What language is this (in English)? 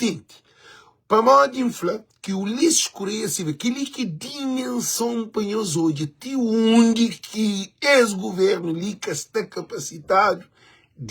Kabuverdianu